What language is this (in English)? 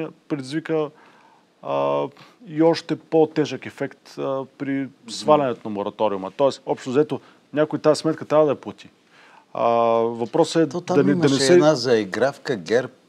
Bulgarian